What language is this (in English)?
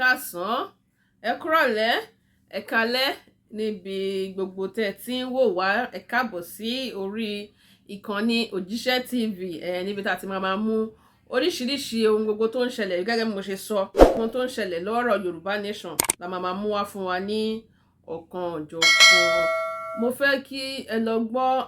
Yoruba